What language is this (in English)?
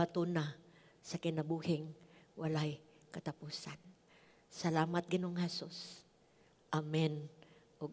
Cebuano